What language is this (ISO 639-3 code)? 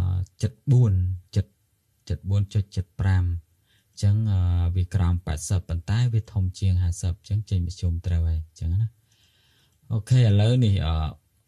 khm